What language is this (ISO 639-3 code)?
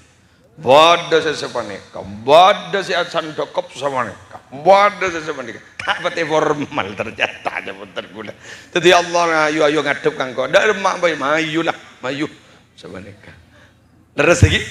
mad